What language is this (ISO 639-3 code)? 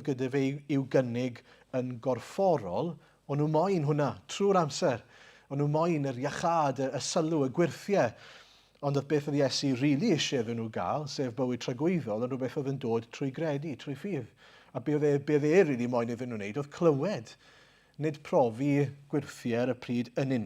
cym